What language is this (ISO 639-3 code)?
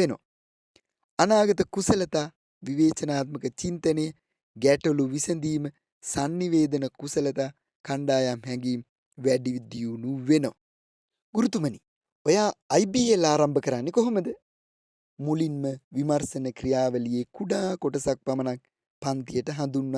sin